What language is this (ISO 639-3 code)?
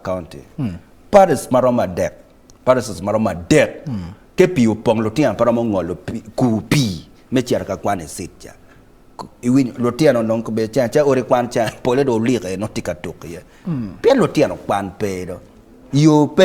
ach